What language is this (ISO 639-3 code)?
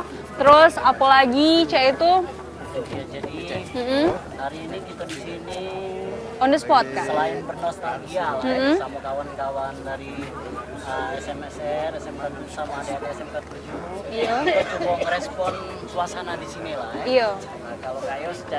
mui